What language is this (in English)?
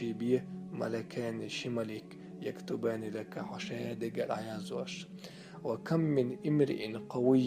Chechen